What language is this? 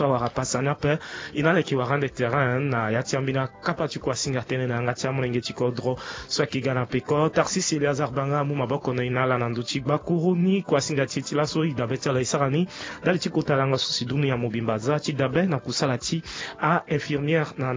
Sango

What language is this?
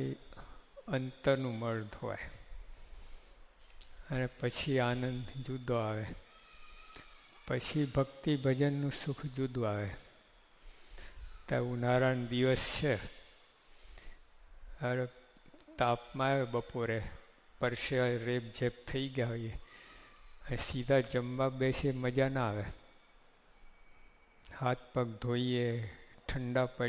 Gujarati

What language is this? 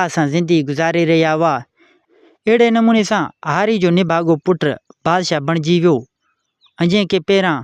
Sindhi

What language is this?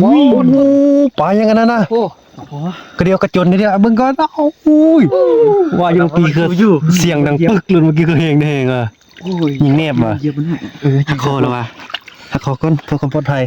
Northeastern Thai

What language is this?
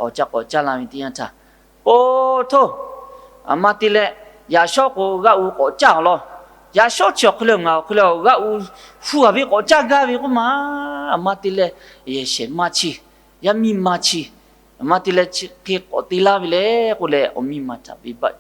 Lahu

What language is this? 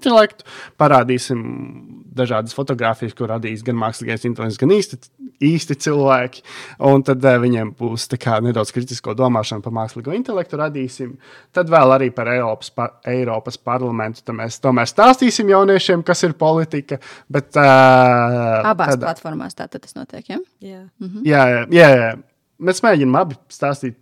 Latvian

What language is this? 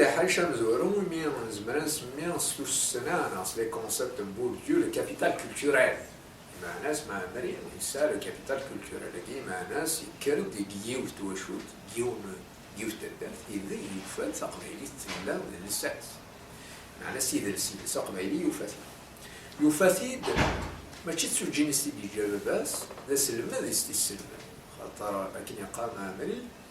Kabyle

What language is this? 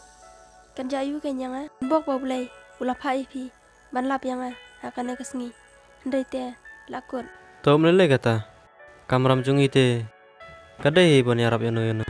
Khasi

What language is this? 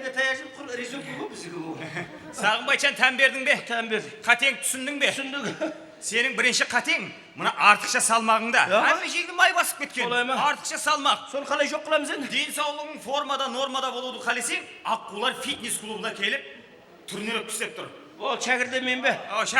Kara-Kalpak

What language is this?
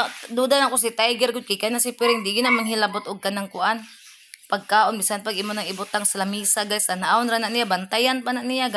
Cebuano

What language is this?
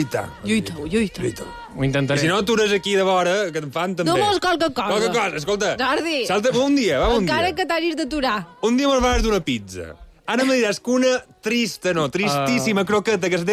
Catalan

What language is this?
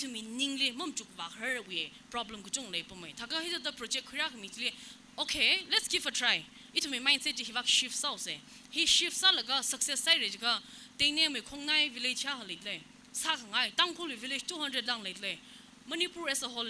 Tangkhul Naga (India)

